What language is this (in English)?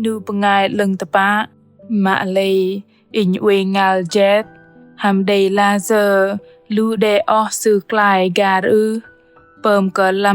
Bahnar